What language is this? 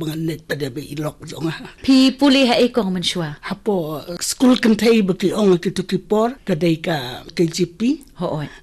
Khasi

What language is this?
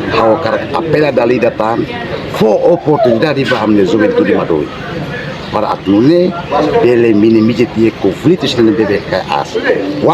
Tetum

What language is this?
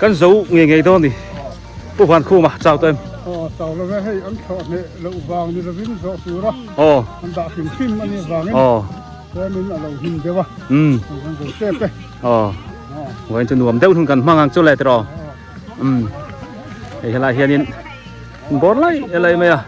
Biete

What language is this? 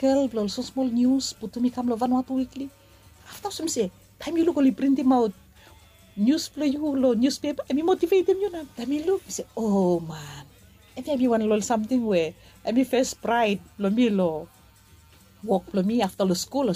Bislama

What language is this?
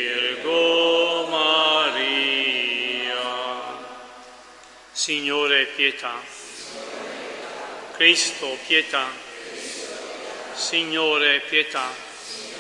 Italian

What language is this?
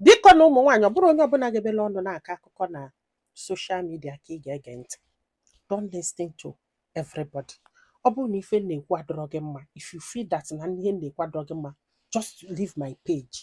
Igbo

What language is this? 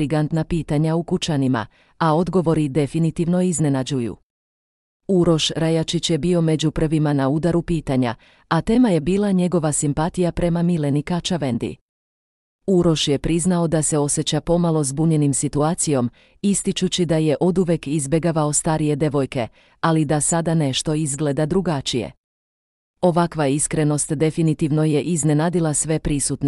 Serbian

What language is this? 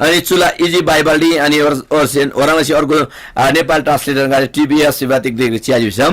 Eastern Tamang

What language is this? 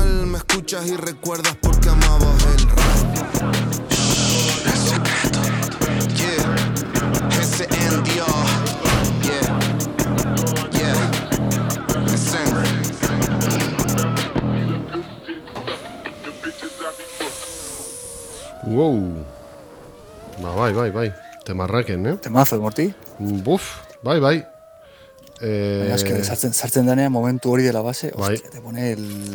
Basque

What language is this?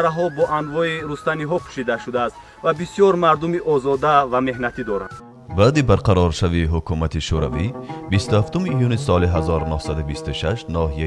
Tajik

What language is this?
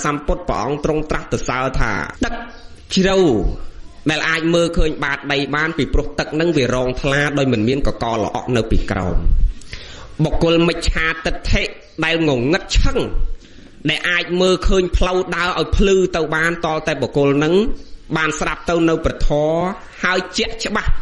Khmer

